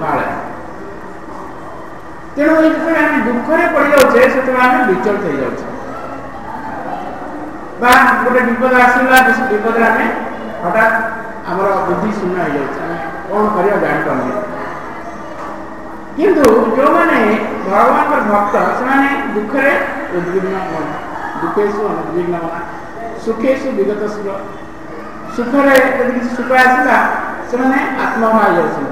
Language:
Odia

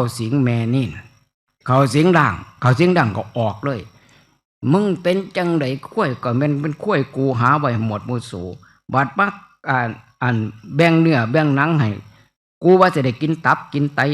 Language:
Northeastern Thai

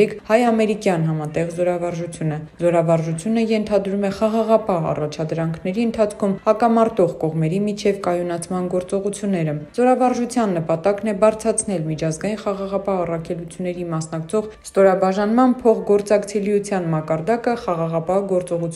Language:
Armenian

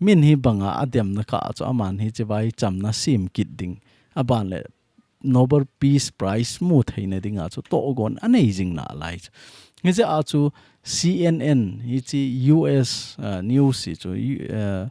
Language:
Thado Chin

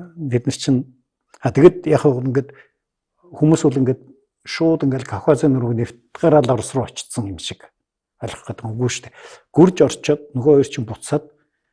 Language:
Mongolian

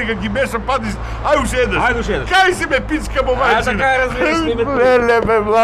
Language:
Macedonian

